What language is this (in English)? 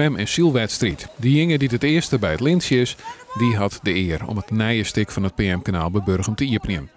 Western Frisian